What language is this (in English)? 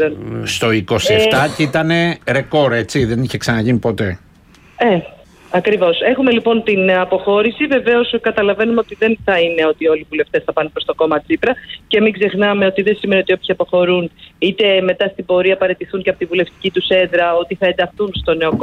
Greek